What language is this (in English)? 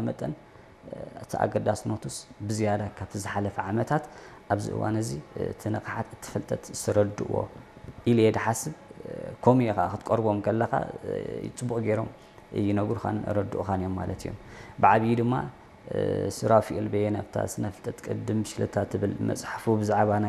Tigrinya